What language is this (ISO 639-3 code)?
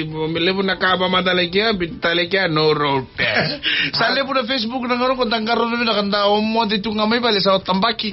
fij